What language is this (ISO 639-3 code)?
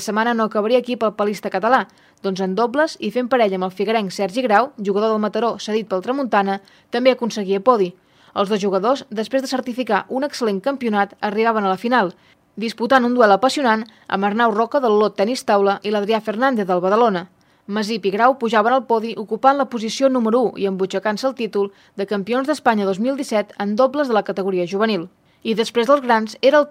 cat